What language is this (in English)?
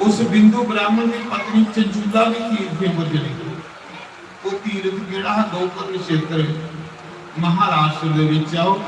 Dogri